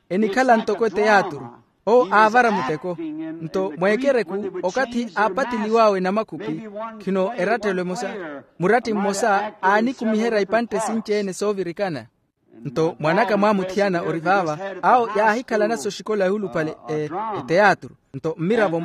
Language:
Makhuwa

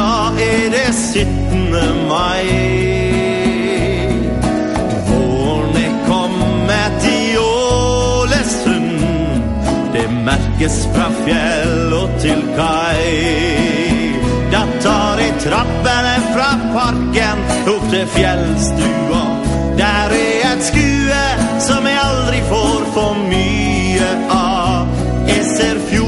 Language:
Norwegian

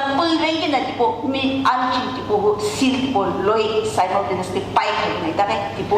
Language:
Sumi Naga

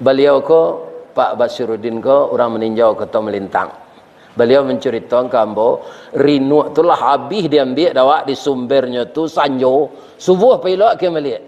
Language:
Minangkabau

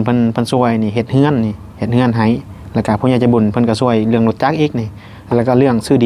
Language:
Northeastern Thai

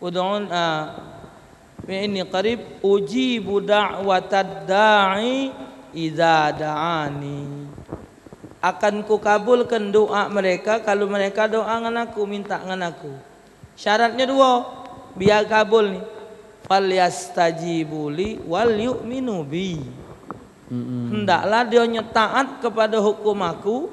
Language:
Musi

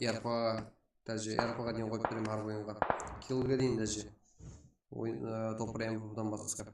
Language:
Kara-Kalpak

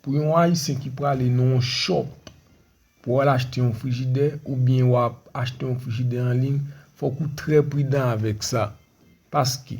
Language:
Haitian Creole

